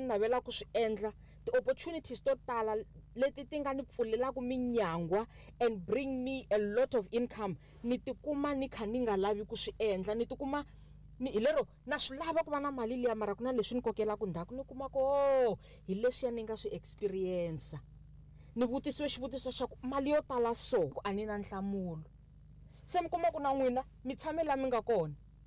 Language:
Tsonga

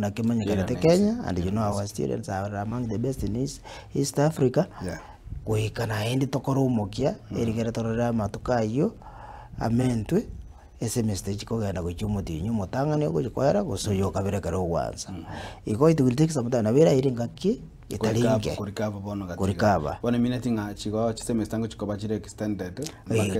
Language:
Gusii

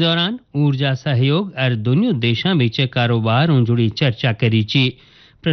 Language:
Hindi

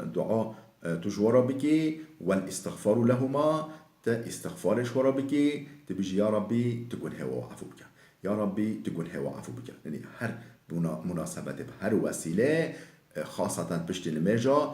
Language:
Kurdish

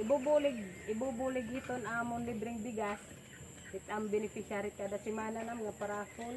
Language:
Waray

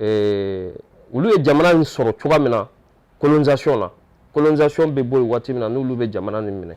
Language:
Bambara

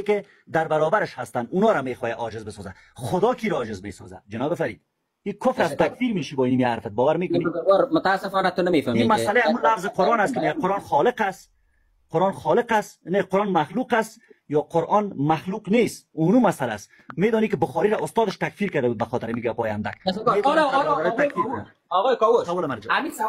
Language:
Persian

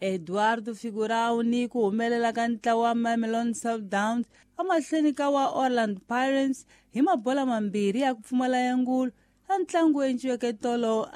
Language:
Tsonga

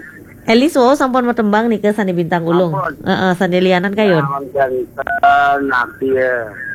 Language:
Balinese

